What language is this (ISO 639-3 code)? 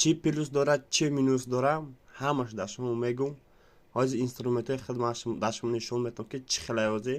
tgk